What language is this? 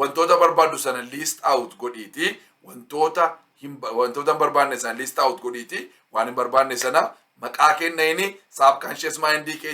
Oromo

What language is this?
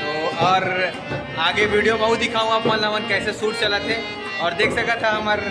Chhattisgarhi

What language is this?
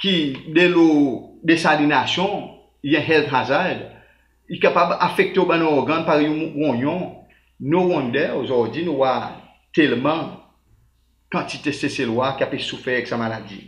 Seselwa Creole French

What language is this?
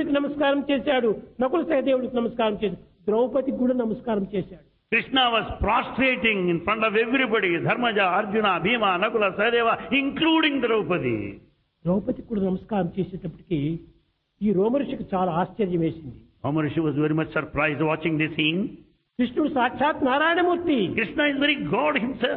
Telugu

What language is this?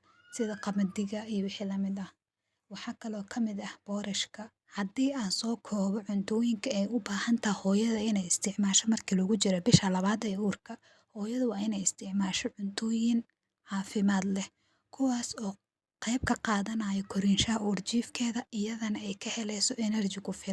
Somali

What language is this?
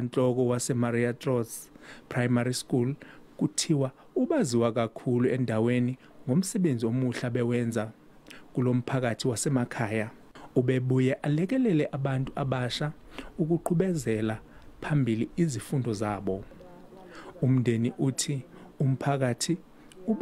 Zulu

